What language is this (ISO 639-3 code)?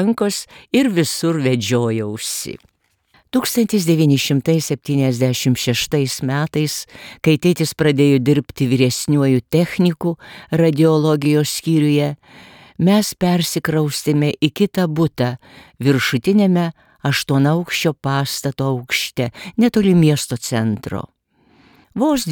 lit